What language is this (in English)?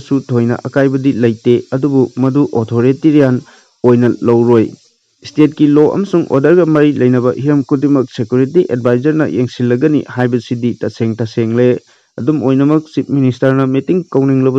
Manipuri